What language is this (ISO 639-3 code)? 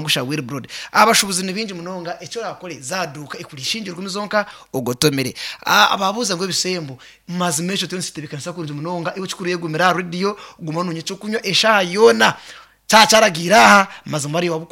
nyn